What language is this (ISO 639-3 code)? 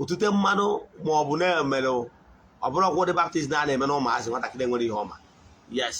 ibo